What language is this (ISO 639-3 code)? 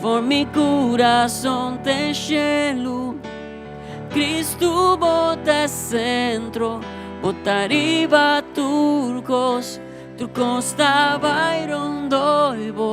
pap